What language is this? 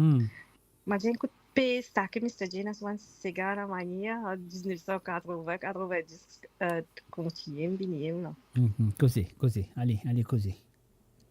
Morisyen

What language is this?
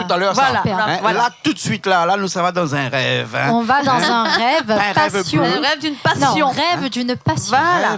Réunion Creole French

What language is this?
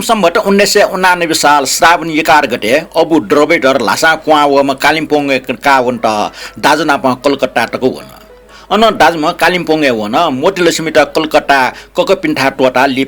Newari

